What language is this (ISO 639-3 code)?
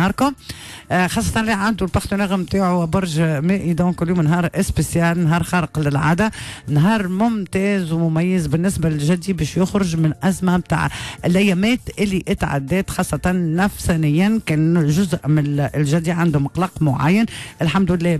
aeb